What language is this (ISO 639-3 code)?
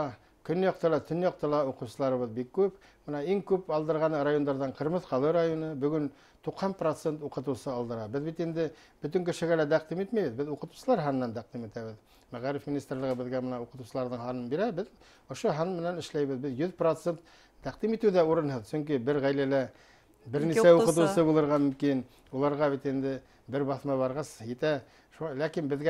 bak